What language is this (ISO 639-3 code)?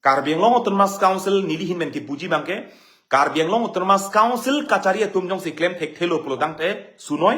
mjw